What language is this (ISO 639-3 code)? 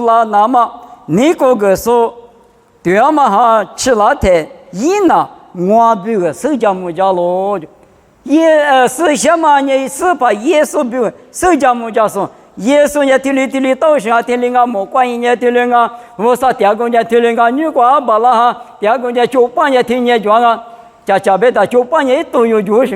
lis